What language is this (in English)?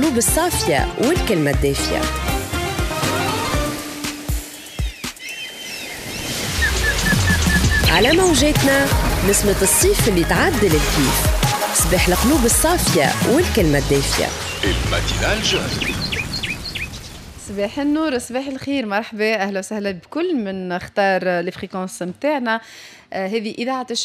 Tunisian Arabic